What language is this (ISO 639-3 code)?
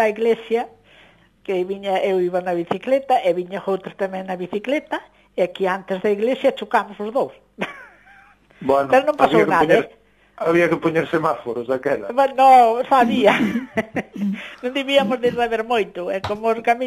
glg